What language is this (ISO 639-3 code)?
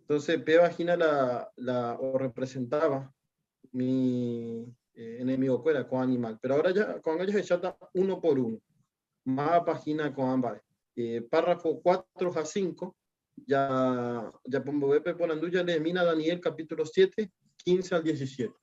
grn